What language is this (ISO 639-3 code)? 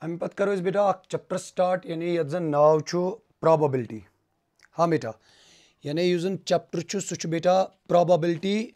kas